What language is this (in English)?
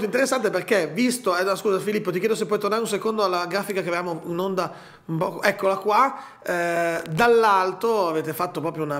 Italian